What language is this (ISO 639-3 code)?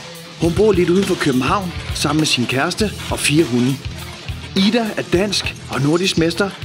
dan